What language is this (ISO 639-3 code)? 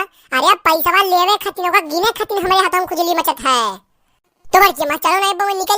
awa